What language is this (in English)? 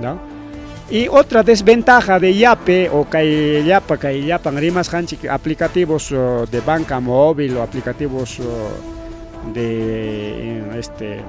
Ayacucho Quechua